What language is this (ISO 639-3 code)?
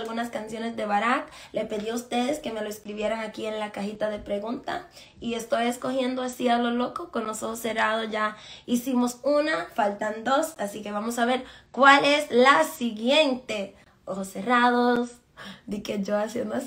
spa